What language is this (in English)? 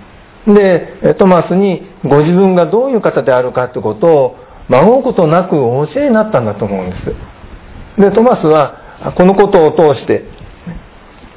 Japanese